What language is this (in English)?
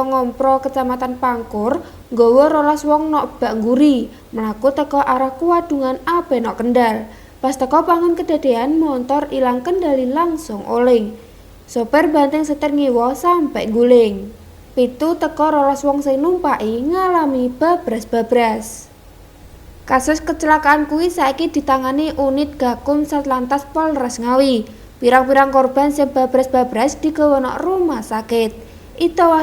Javanese